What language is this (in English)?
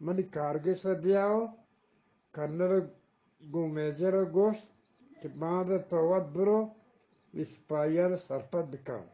Eastern Balochi